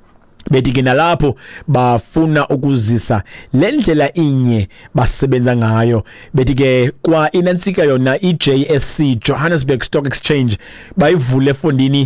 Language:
Xhosa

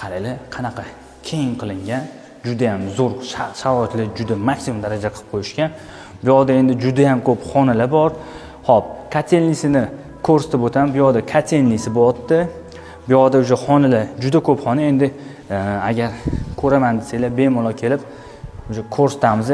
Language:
Uzbek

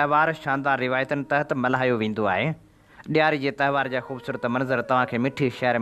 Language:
Sindhi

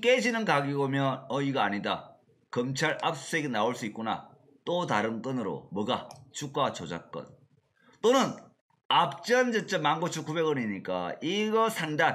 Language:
Korean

